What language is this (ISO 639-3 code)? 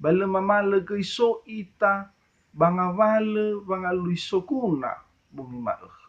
nia